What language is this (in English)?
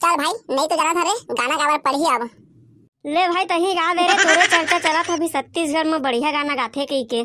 Chhattisgarhi